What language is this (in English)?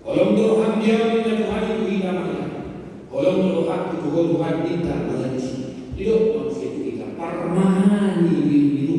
Batak Toba